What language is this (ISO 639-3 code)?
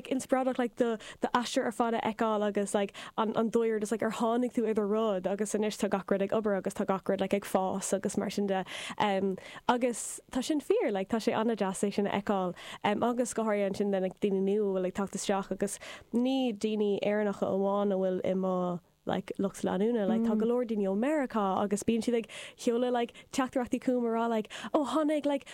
gle